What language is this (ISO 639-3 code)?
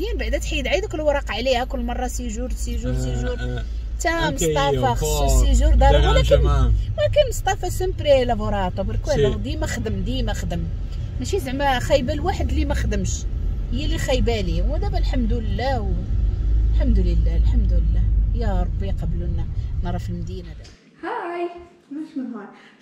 ary